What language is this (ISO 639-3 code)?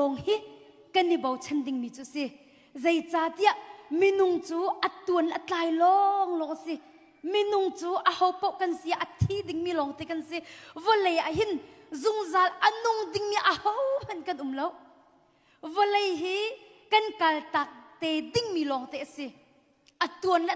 cnh